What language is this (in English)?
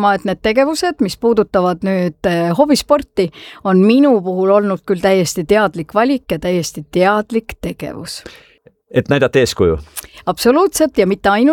Estonian